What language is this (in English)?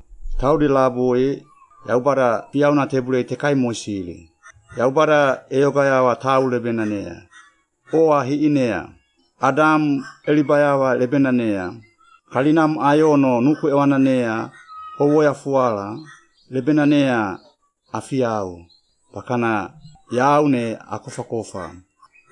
Suau